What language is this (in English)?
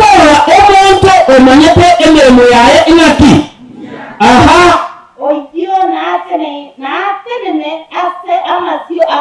Gusii